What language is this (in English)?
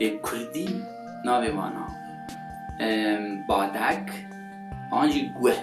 Kurdish